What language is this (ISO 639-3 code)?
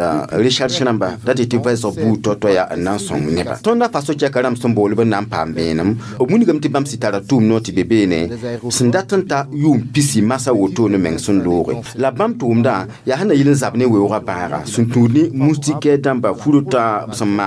mos